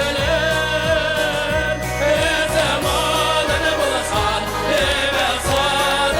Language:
Chuvash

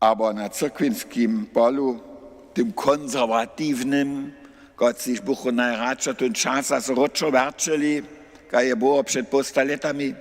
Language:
Upper Sorbian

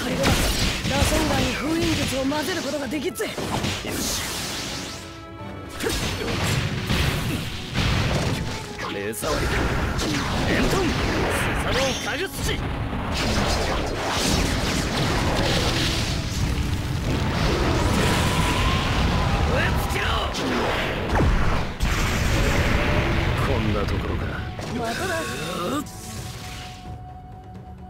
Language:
Japanese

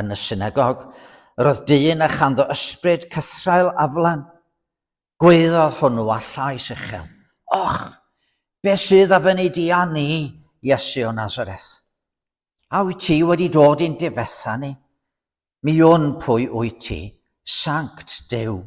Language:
Welsh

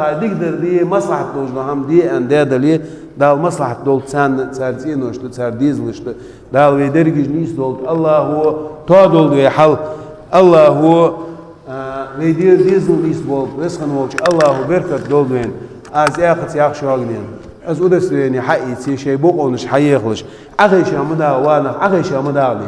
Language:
Ingush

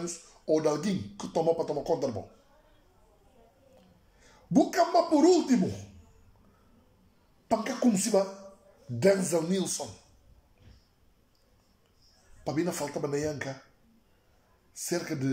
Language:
Upper Guinea Crioulo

